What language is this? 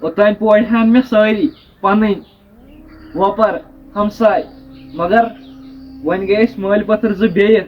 Kashmiri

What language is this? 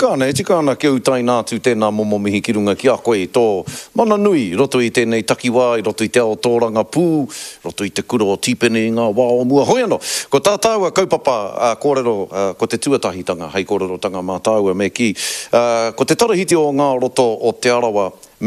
Māori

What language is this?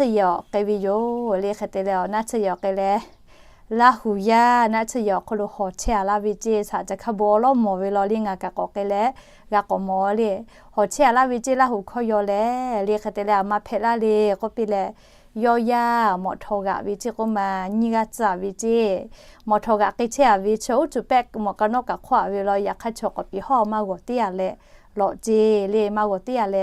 Lahu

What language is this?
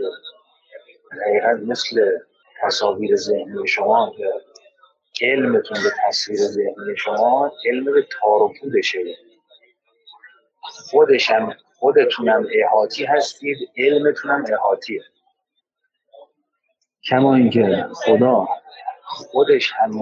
Persian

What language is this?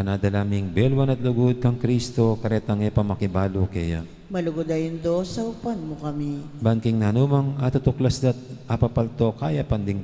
Pampanga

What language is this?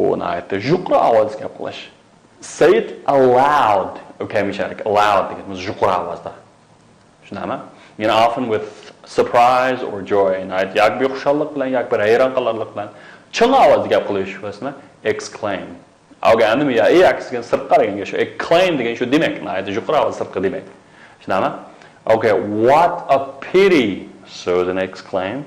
Uyghur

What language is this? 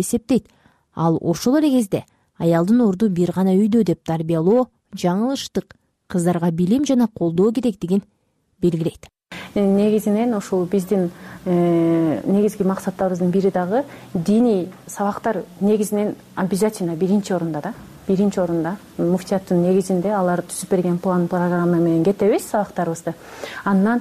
Kyrgyz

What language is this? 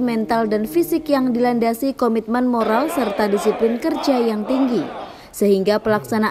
Indonesian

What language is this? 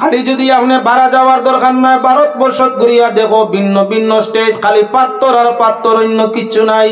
Sylheti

